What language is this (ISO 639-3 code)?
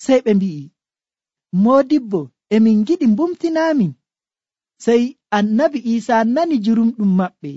fuv